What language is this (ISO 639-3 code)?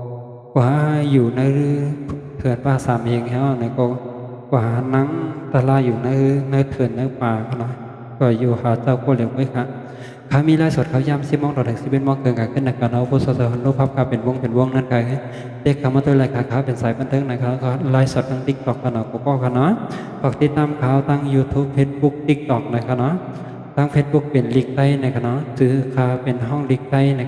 shn